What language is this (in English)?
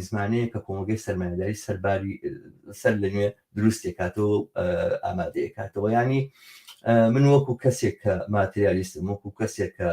Central Kurdish